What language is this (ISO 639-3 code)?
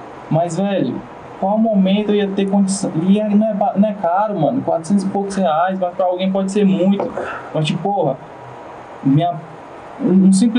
por